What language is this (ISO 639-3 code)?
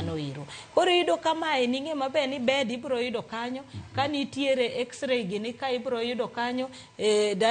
luo